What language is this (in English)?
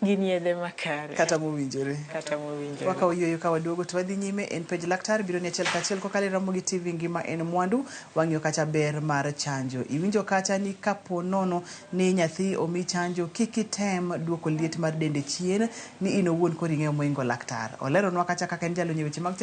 Luo (Kenya and Tanzania)